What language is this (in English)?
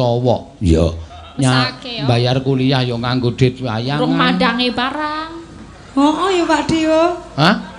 Javanese